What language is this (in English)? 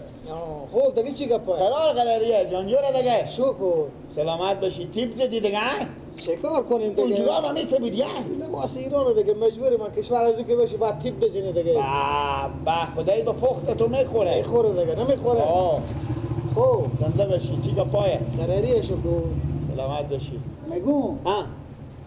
Persian